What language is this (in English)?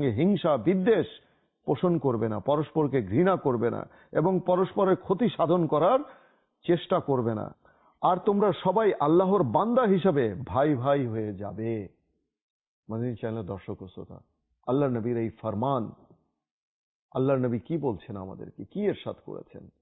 Bangla